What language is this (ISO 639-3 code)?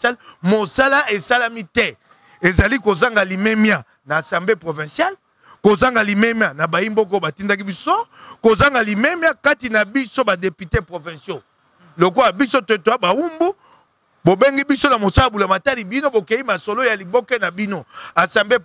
lin